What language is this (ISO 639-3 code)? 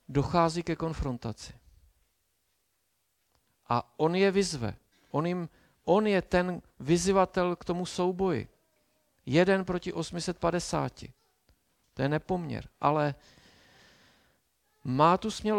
ces